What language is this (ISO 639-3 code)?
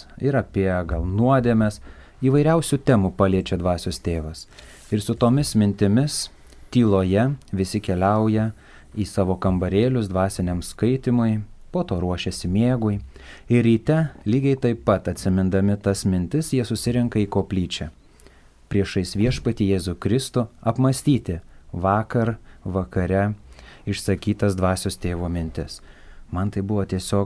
lit